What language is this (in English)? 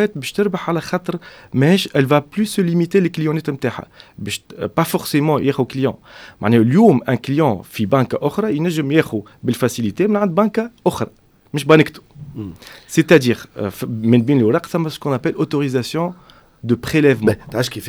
Tunisian Arabic